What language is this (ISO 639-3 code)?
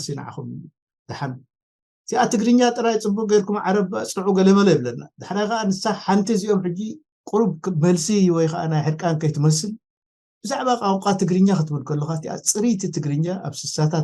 tir